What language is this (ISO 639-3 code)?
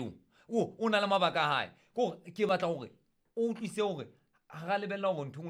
sot